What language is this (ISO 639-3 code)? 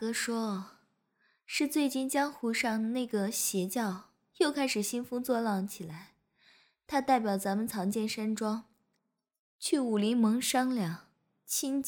zho